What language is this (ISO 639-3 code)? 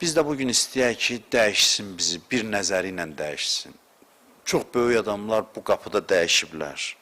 aze